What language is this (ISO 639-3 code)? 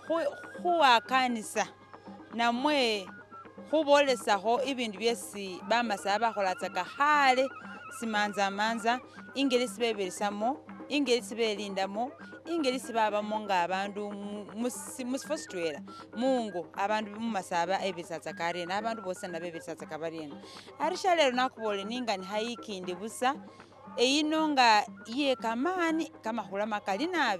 myx